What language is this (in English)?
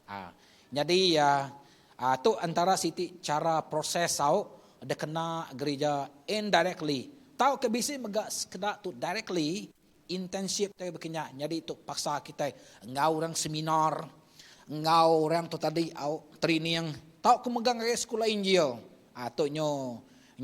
Iban